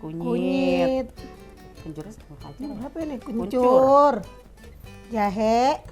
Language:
Betawi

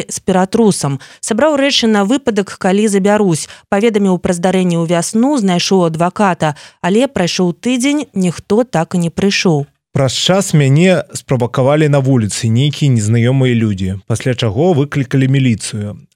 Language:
Belarusian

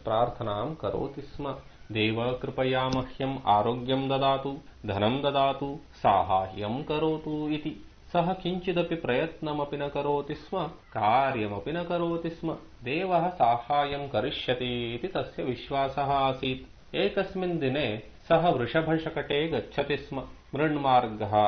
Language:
Sanskrit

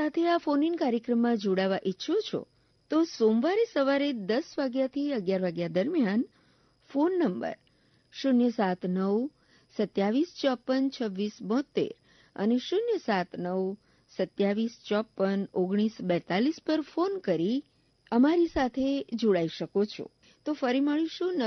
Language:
Gujarati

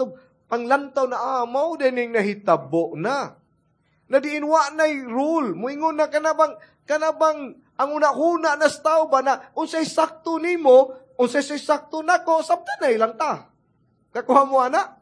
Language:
Cebuano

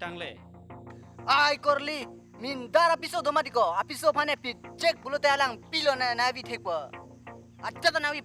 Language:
Karbi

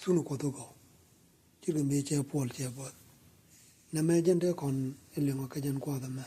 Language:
Nuer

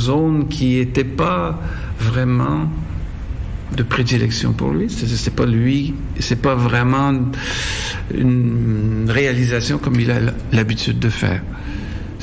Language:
French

